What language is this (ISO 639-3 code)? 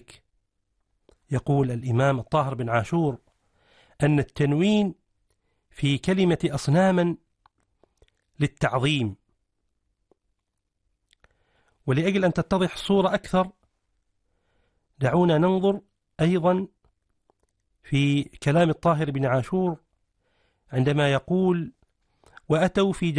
ara